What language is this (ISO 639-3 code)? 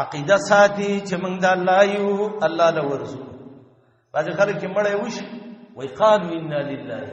pus